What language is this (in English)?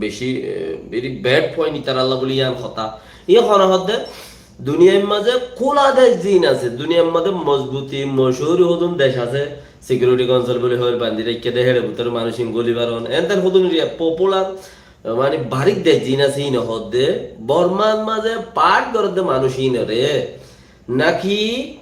Rohingya